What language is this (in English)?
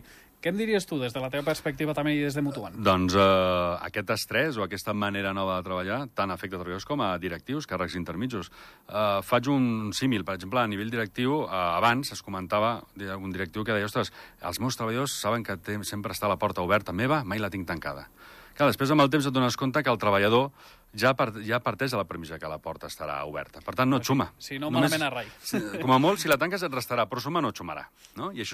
Catalan